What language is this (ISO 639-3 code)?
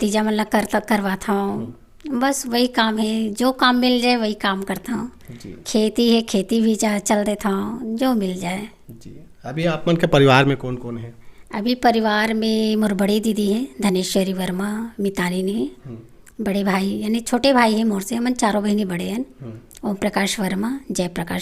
hne